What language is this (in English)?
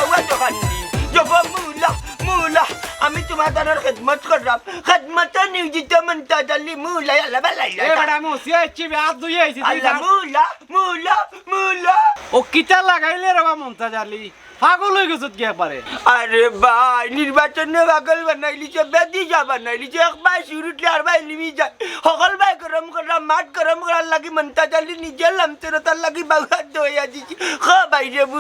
Sylheti